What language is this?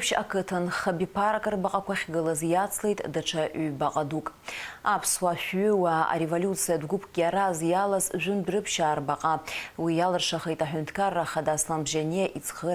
Abkhazian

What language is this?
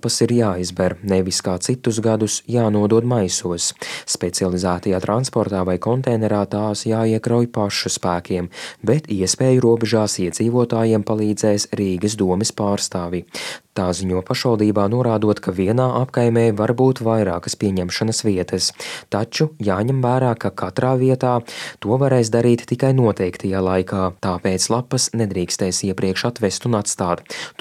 Latvian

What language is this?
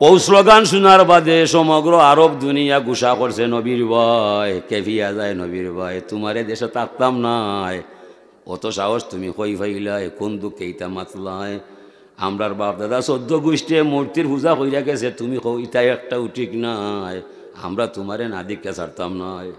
Sylheti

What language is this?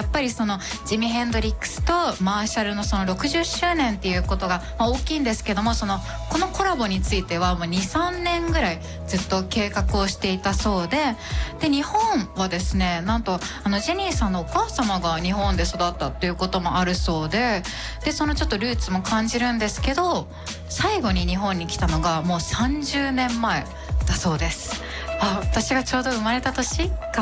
Japanese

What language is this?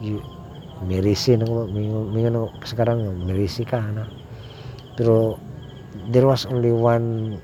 Cebuano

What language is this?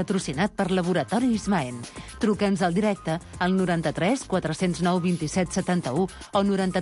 Catalan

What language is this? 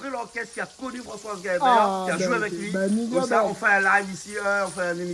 Réunion Creole French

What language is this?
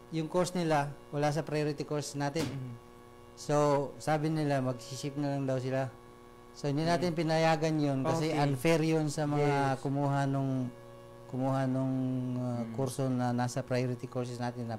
Filipino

